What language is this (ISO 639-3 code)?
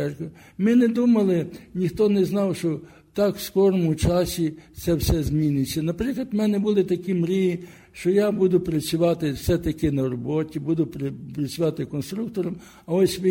ukr